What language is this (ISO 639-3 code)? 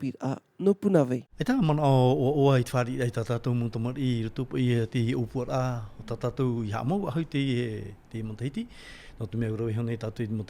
tah